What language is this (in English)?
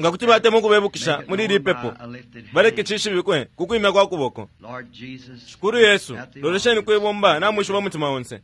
Bemba